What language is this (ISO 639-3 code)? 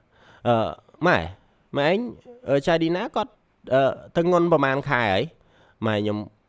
khm